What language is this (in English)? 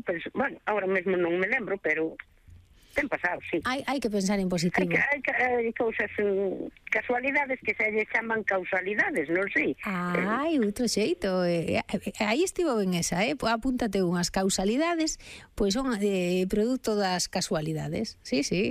Galician